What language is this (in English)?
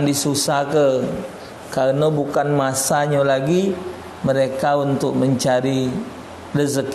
Musi